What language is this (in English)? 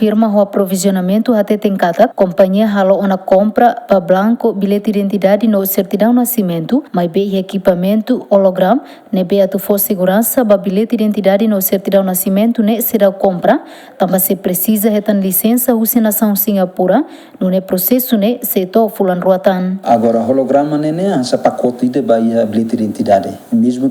Tetum